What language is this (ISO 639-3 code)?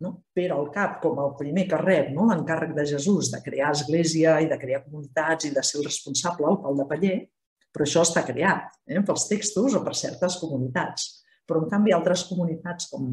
cat